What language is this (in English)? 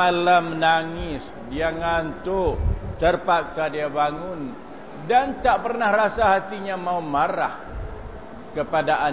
Malay